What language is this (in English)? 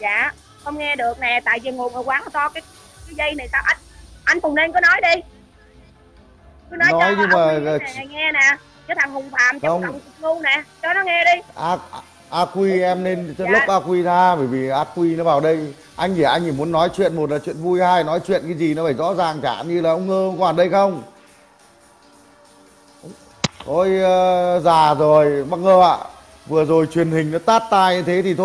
Vietnamese